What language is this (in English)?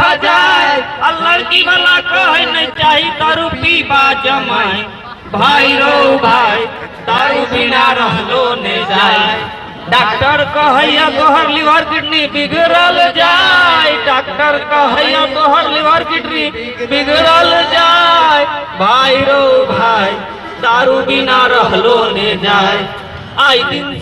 Maithili